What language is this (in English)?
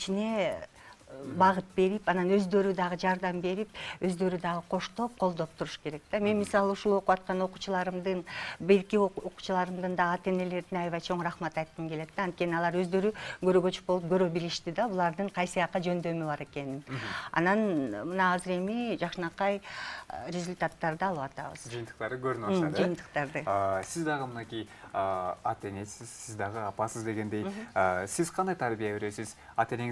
Kyrgyz